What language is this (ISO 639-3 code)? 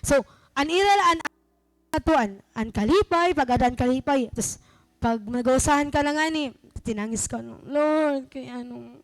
war